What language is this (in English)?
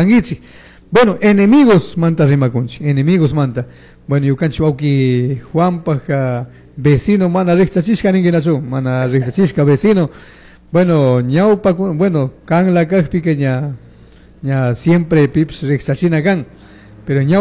Chimborazo Highland Quichua